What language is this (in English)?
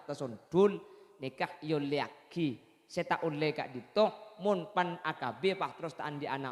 Madurese